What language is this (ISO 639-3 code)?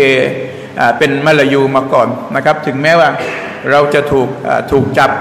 tha